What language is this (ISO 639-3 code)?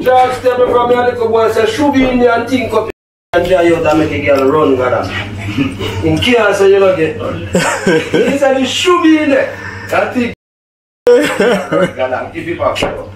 jam